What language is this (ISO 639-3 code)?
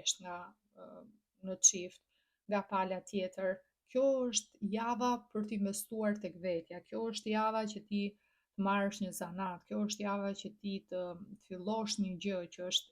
sqi